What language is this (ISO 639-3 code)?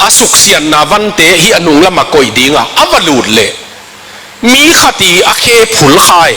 ctd